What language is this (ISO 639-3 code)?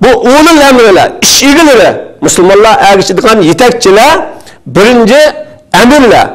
uig